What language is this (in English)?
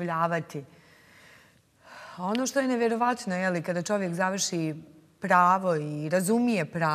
Bosnian